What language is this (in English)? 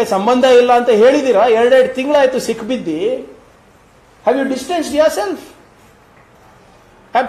Kannada